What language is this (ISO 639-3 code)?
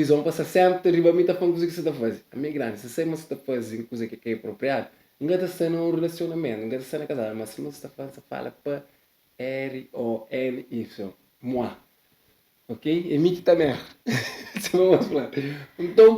kea